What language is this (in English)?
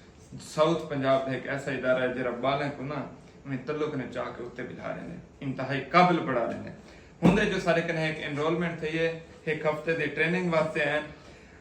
Saraiki